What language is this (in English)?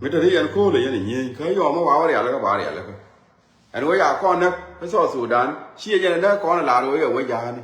Nuer